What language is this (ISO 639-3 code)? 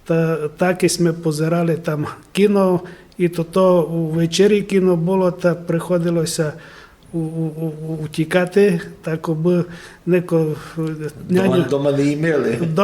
rue